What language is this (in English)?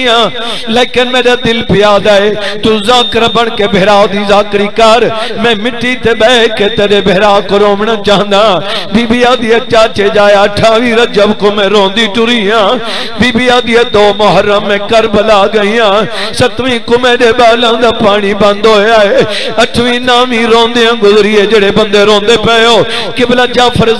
Saraiki